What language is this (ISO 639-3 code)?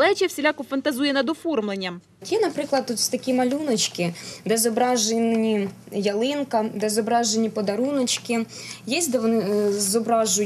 ukr